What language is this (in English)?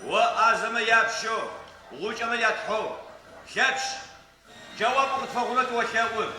Adyghe